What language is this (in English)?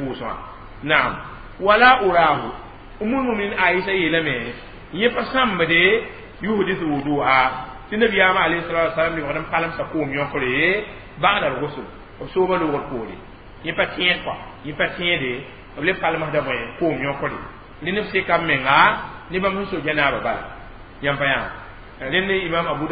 Mossi